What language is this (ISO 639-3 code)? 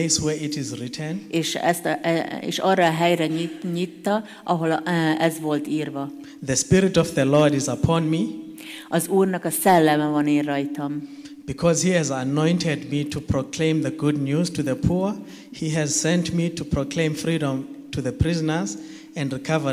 hun